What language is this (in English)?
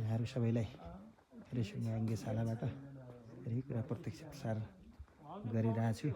Nepali